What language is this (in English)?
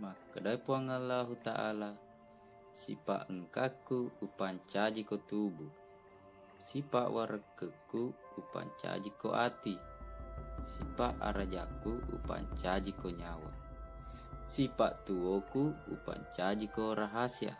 Buginese